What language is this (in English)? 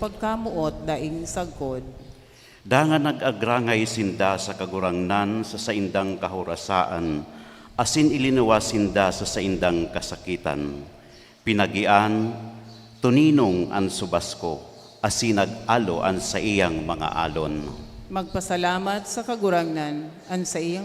Bikol